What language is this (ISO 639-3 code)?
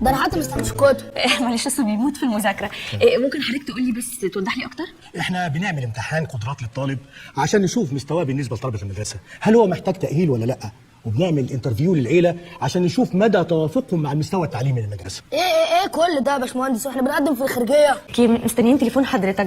arz